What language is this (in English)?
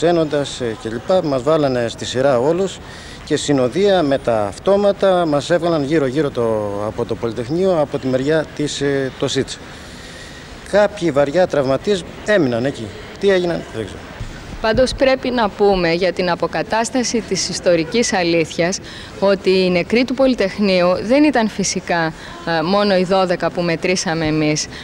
Greek